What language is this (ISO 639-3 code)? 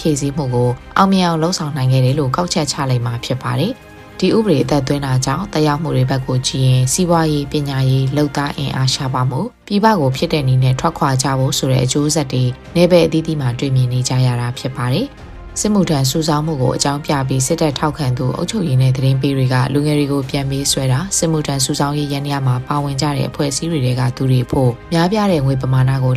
mya